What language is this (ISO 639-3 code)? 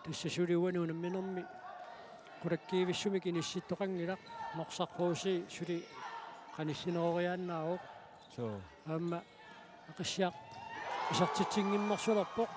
kal